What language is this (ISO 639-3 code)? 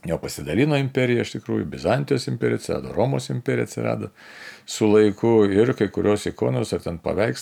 lit